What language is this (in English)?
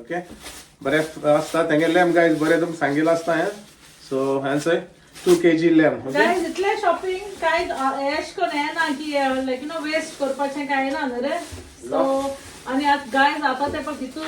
Konkani